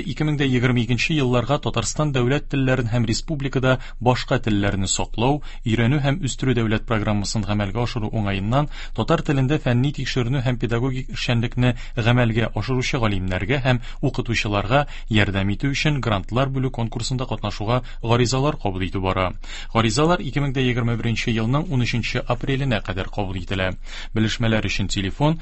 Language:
Tatar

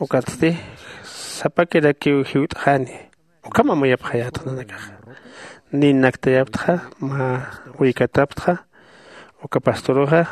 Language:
Aymara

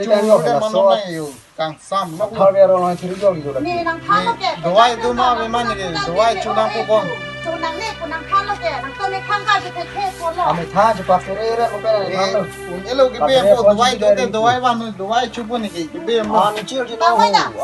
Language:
Karbi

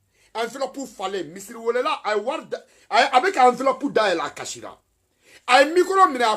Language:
Bambara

